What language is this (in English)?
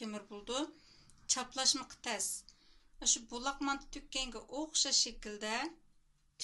Uyghur